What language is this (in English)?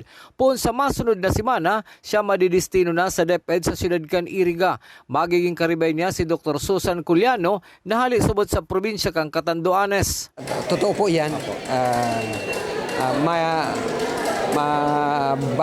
Bikol